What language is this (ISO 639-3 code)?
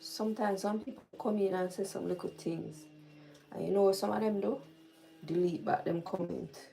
jam